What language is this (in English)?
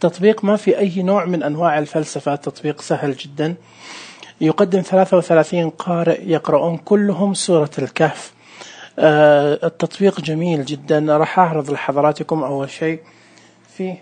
Najdi Arabic